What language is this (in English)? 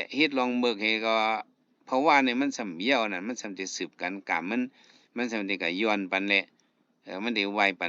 Shan